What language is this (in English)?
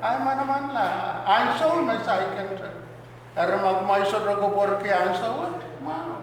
Pohnpeian